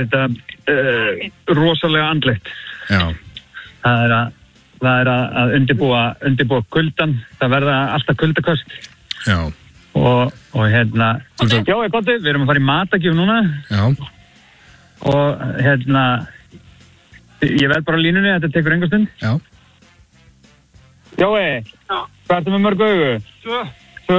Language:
Icelandic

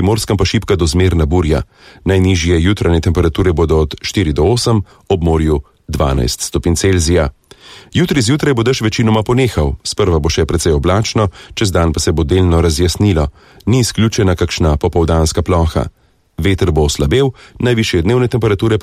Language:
Slovenian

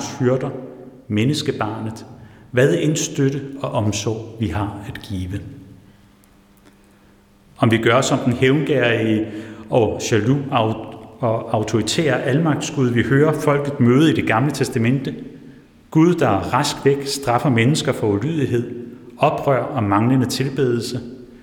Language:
Danish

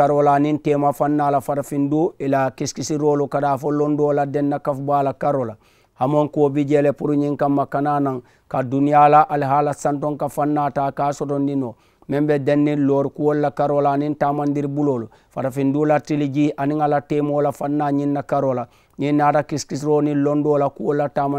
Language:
Mandingo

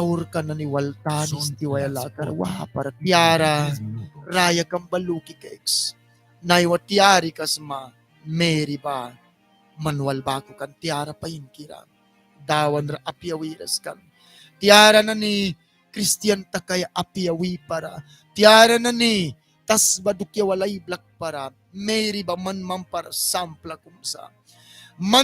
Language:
Mískito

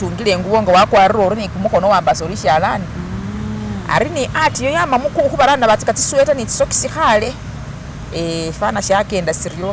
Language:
Masaaba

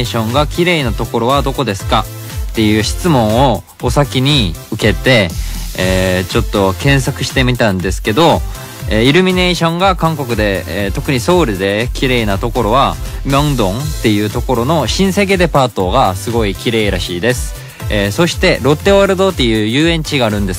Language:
Japanese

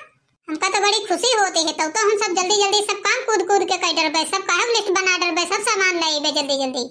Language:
Awadhi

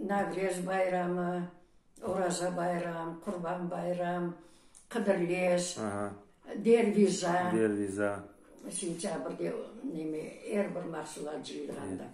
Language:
Crimean Tatar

